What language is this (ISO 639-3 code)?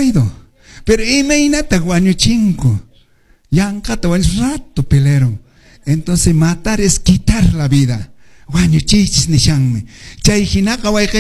que